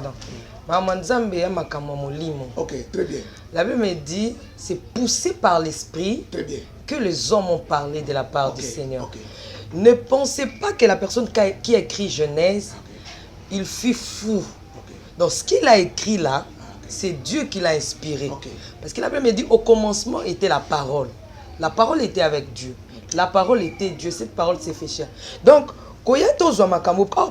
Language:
Lingala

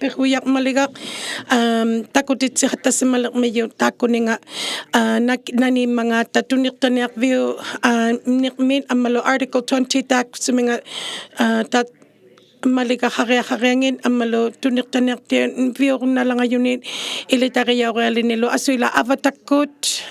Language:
Inuktitut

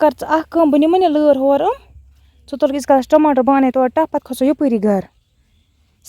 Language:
Kashmiri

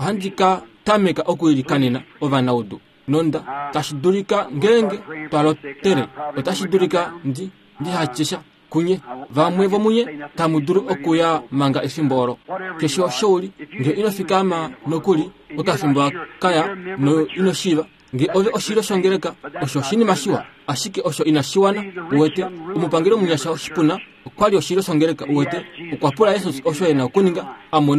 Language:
Kuanyama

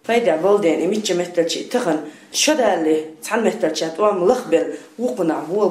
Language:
Chechen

